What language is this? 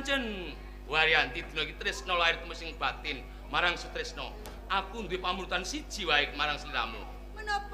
Javanese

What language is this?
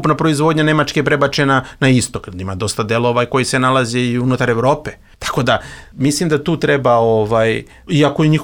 Serbian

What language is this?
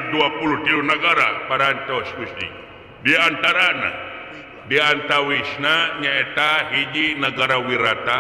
Sundanese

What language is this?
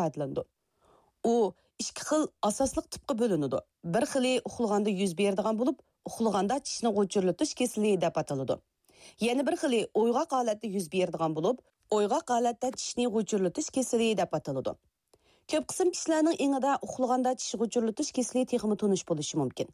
Uyghur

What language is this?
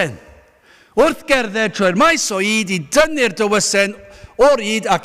Welsh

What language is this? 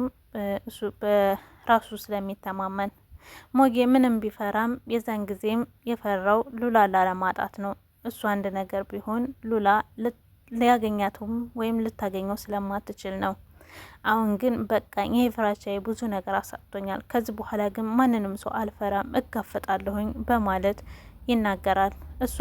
Amharic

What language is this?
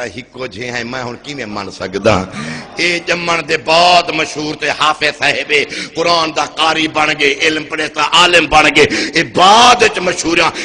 Saraiki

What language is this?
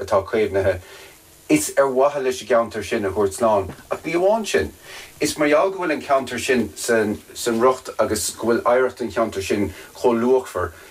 Irish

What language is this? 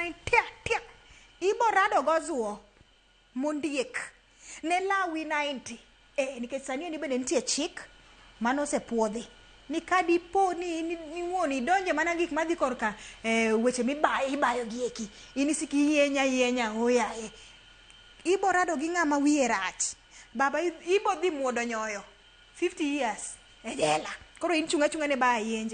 Luo (Kenya and Tanzania)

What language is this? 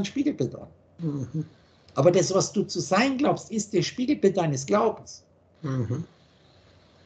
German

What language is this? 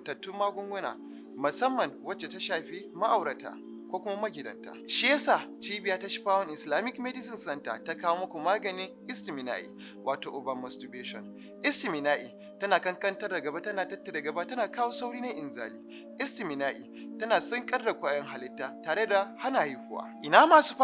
Hausa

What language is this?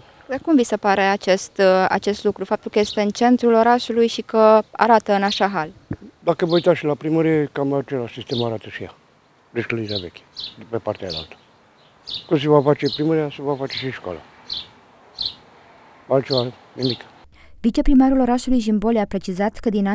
Romanian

